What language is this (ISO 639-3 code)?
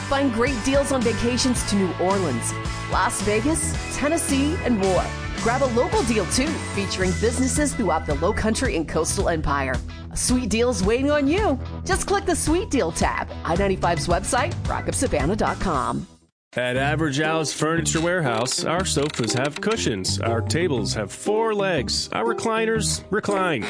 eng